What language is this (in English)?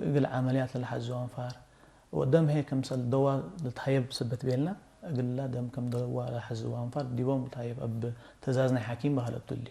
Tigre